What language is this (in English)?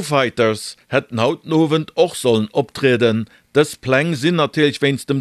Luxembourgish